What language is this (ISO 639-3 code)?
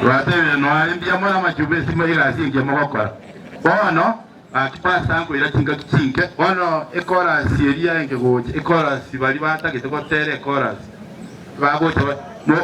guz